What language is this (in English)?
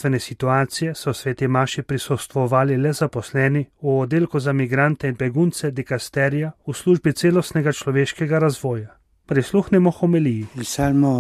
Slovenian